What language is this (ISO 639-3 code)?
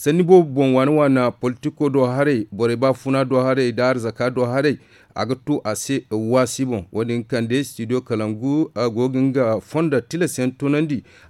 dje